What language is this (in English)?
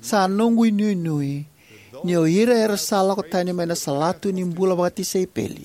Fijian